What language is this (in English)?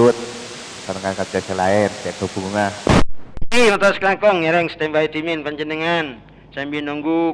Madurese